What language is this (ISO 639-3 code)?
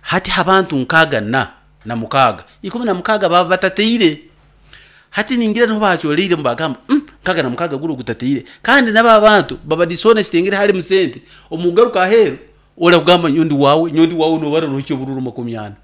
nyn